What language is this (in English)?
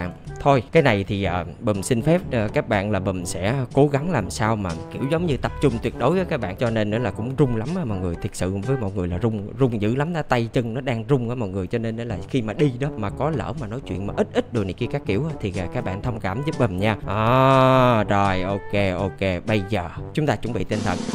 Vietnamese